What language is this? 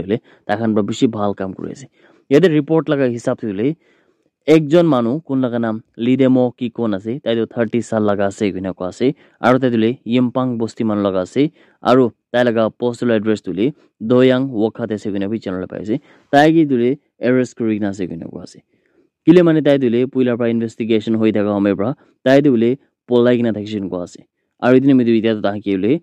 Naga Pidgin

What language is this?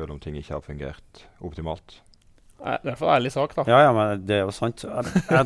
Norwegian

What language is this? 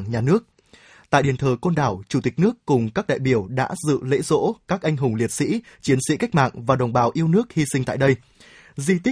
Vietnamese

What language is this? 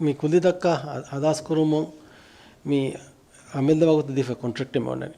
Divehi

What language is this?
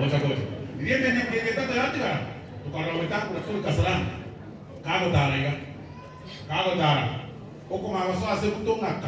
Gusii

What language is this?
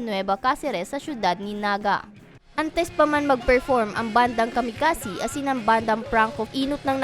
Bikol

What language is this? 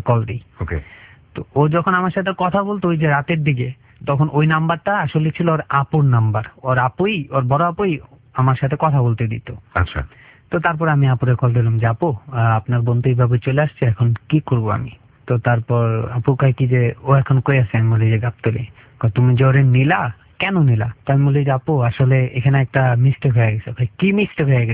Bangla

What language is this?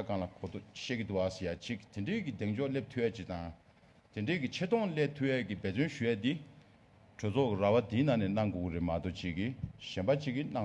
Tibetan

